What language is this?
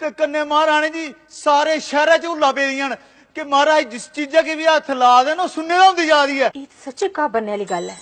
Dogri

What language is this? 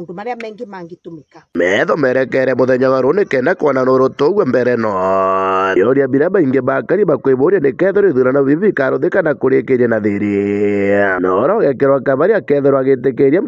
Meru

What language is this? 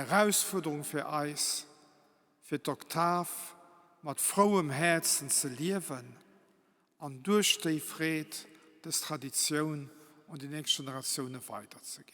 Luxembourgish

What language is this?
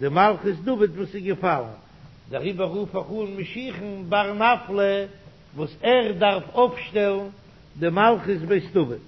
Yiddish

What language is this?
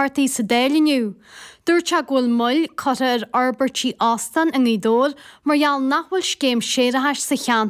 Irish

